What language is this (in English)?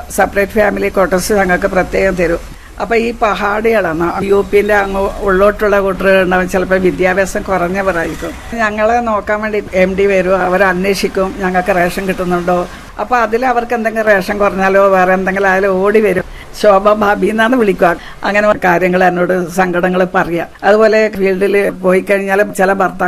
Malayalam